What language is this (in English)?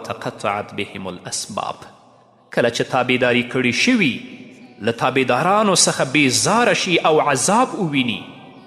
Pashto